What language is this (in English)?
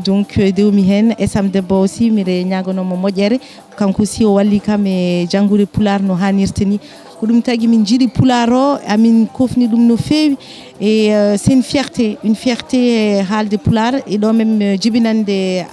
Fula